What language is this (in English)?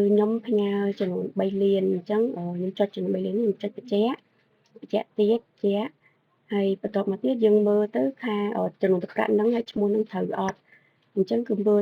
Khmer